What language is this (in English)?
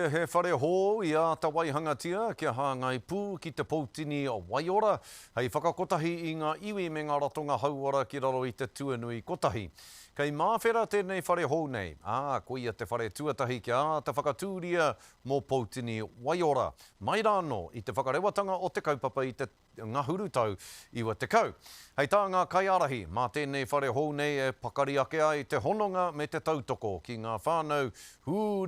Māori